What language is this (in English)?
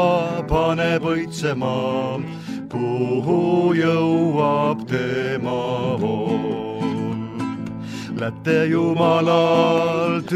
Estonian